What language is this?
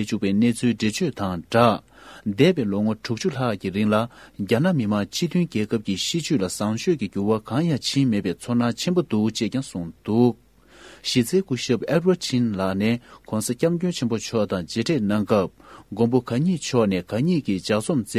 Tibetan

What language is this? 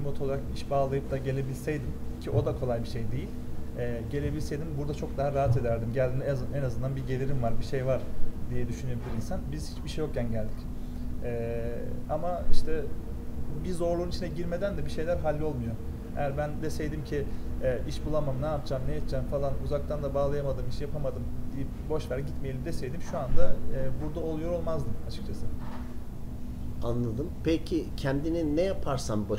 Turkish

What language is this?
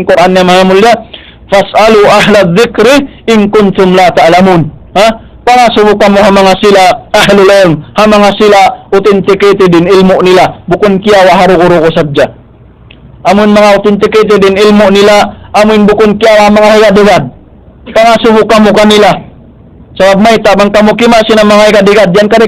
Tausug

